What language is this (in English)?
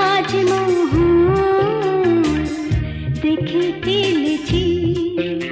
Bangla